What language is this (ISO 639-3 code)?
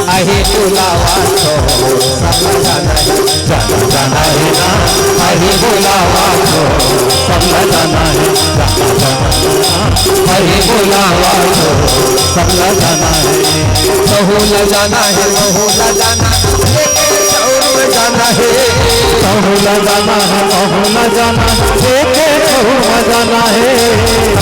hne